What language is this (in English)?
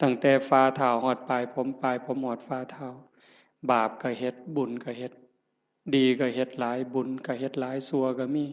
Northeastern Thai